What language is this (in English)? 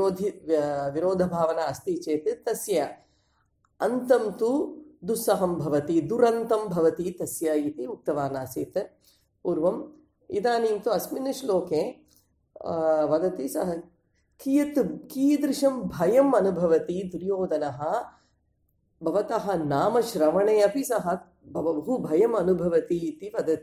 Sanskrit